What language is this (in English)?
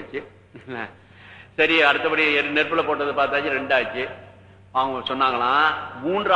Tamil